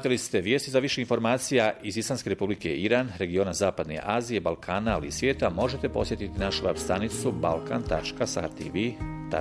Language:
Bosnian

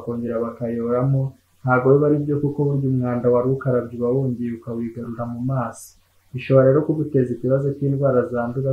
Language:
Kinyarwanda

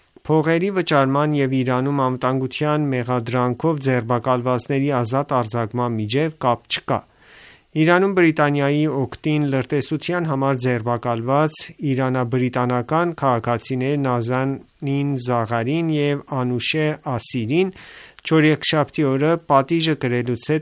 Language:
Armenian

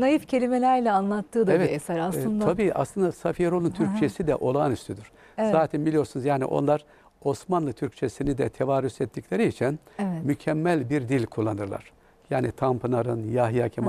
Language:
Turkish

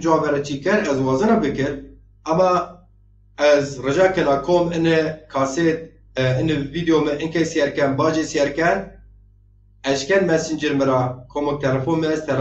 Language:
Zaza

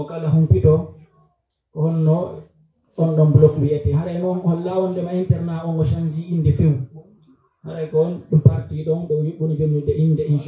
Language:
Pular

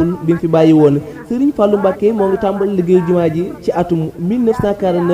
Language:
Wolof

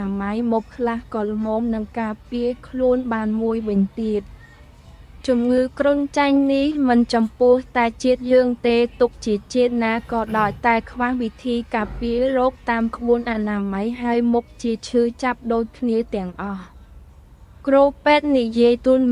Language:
Khmer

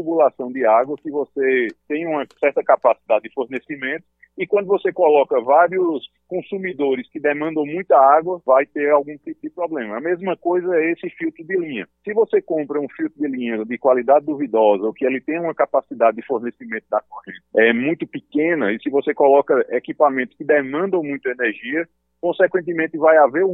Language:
Portuguese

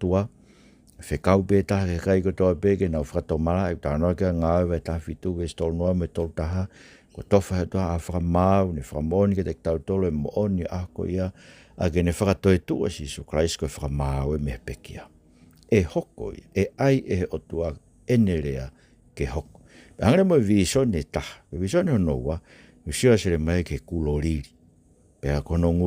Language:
Tongan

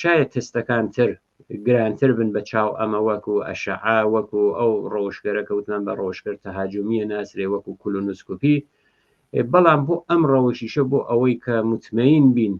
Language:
Central Kurdish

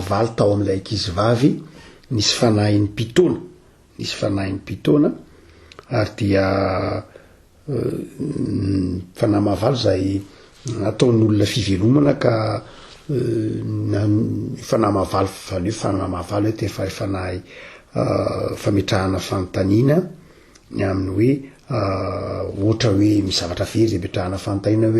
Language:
Malagasy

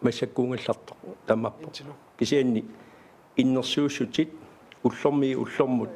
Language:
Kalaallisut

